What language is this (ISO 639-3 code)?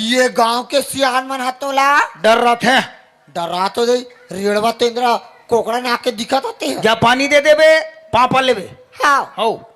hne